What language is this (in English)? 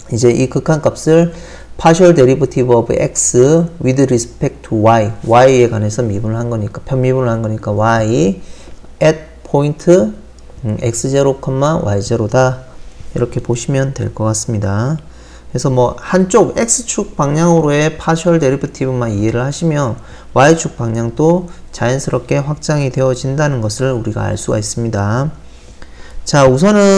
Korean